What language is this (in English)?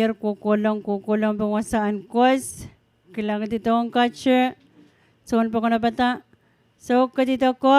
Pohnpeian